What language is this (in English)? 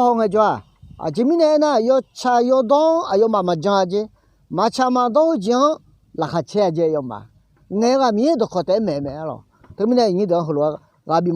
Akha